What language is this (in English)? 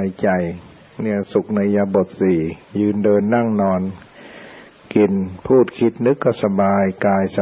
Thai